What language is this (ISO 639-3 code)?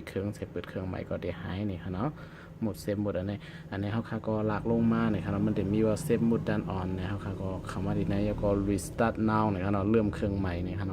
shn